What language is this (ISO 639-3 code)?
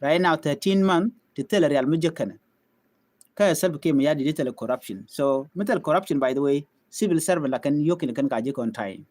nus